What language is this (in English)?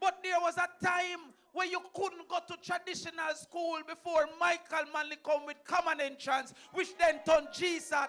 Jamaican Creole English